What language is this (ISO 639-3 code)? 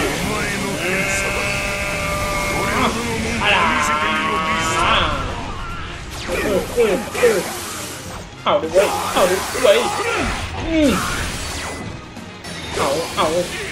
tha